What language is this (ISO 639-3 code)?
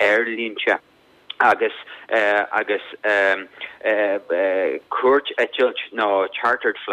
gle